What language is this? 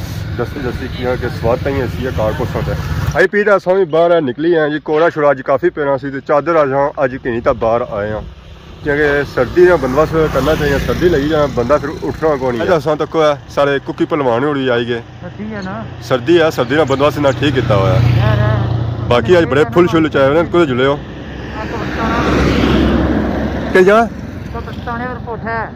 Pahari-Potwari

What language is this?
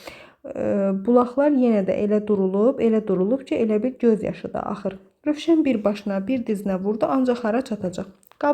Azerbaijani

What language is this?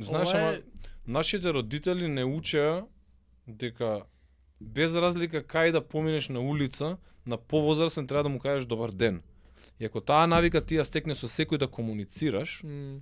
Macedonian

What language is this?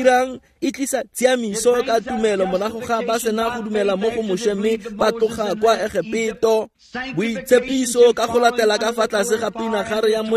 Tswana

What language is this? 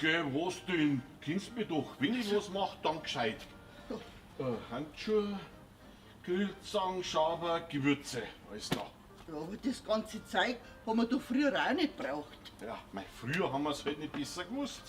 Bavarian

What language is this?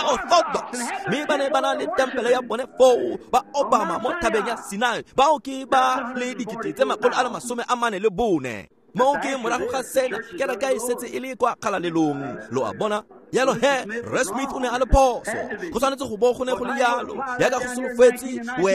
Tswana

